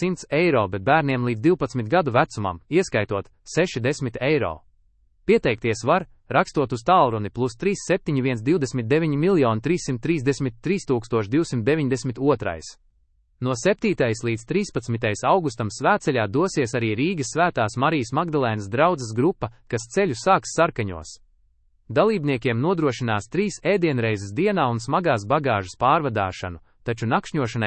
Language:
Latvian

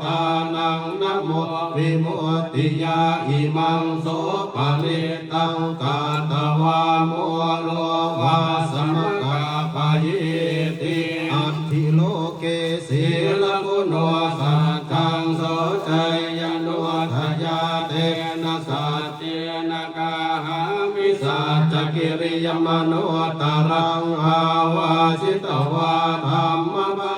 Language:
Pali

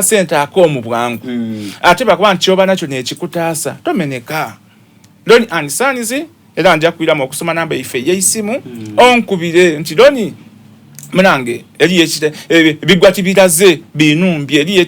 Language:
Soga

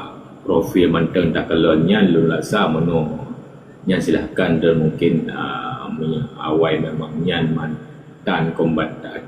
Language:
Achinese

